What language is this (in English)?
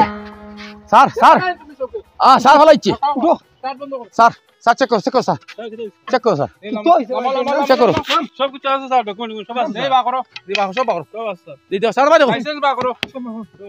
Sylheti